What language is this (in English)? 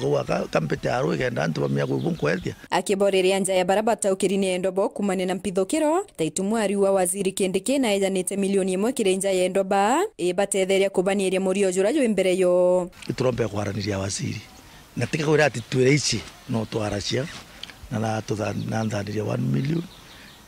Meru